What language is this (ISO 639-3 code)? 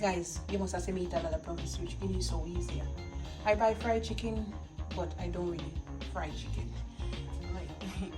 jam